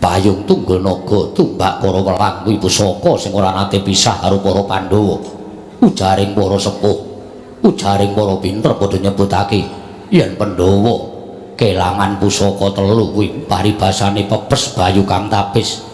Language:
Javanese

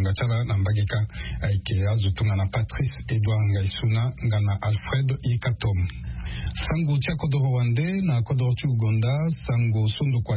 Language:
Sango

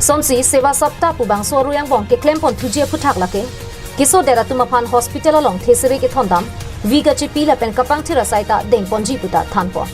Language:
Karbi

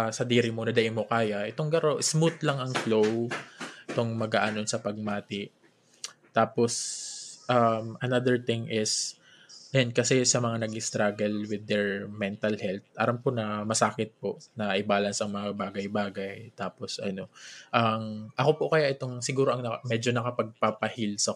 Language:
Bikol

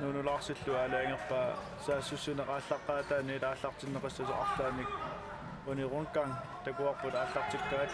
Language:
Kalaallisut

